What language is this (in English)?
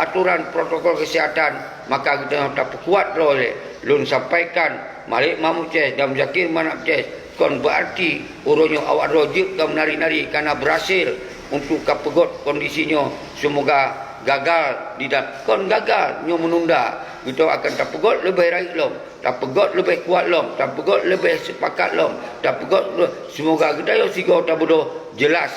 Achinese